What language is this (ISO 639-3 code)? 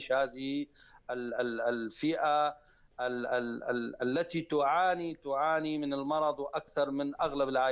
apc